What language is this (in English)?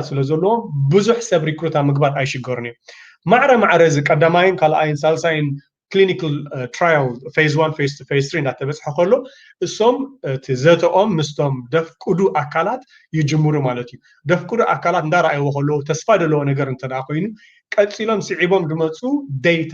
Tigrinya